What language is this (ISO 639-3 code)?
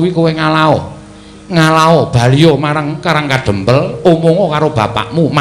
jav